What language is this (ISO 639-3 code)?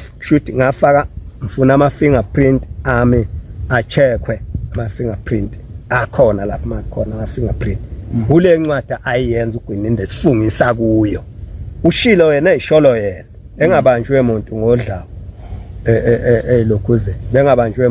zul